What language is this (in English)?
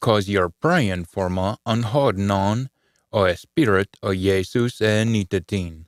Scots